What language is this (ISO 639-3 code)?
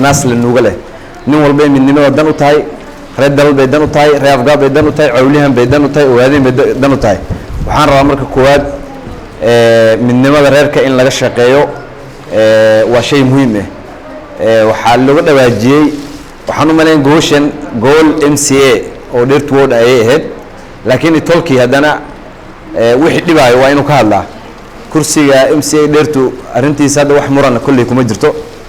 som